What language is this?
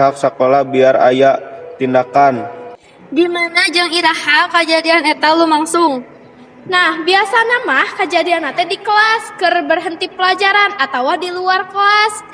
Sundanese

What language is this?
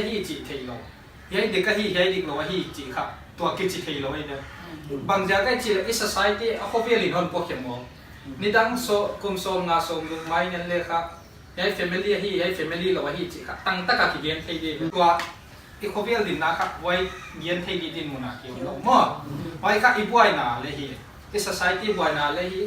Paite Chin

